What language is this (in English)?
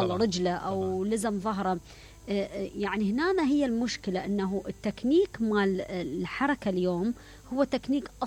Mesopotamian Arabic